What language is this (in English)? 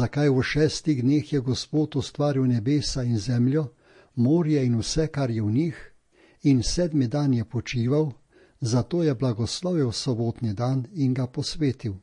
Slovenian